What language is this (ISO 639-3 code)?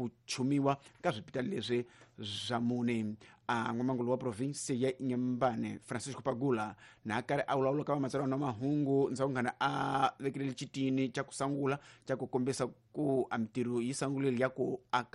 tso